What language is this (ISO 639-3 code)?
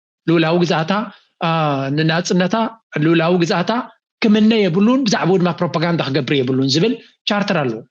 tir